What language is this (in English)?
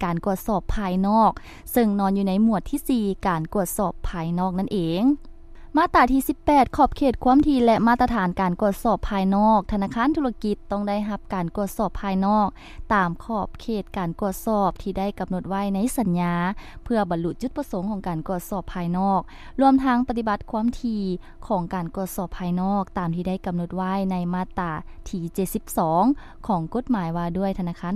Lao